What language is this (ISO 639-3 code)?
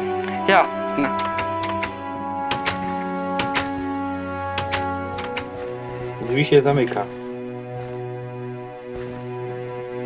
pol